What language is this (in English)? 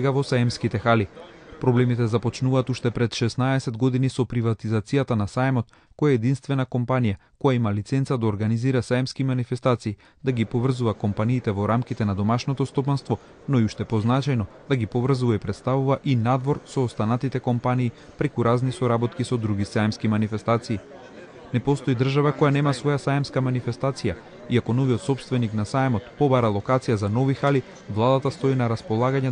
Macedonian